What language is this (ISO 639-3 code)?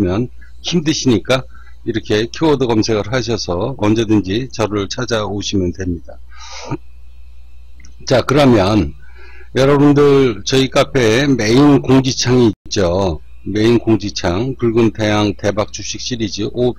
kor